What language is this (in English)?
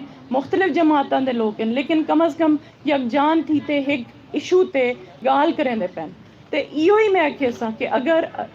Saraiki